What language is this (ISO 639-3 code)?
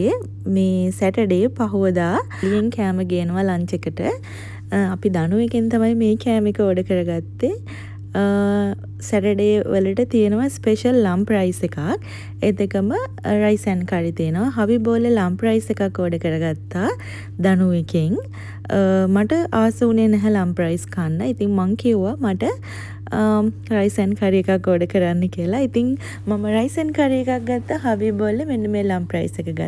sin